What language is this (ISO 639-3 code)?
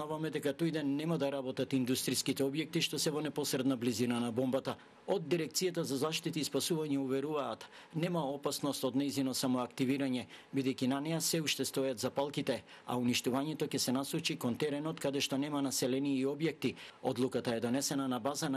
mkd